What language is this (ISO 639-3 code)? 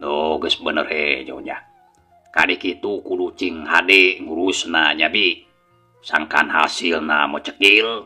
sun